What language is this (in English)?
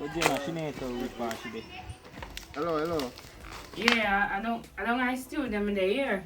Jamaican Creole English